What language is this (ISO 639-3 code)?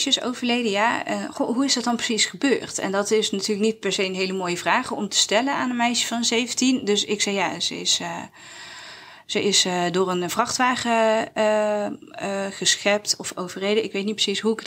nld